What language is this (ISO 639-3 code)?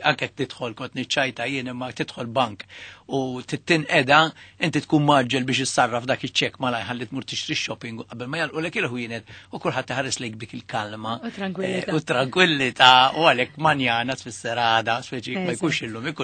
mlt